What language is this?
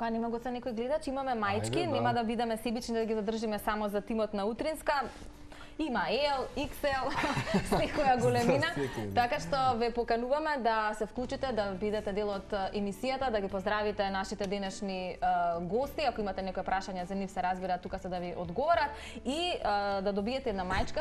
Macedonian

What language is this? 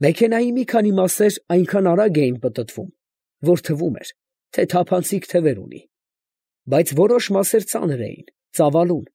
Armenian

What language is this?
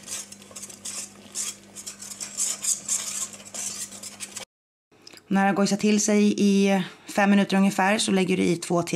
Swedish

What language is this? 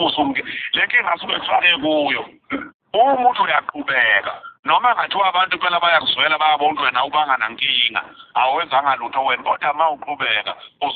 Zulu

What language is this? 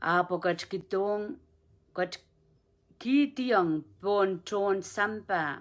Pohnpeian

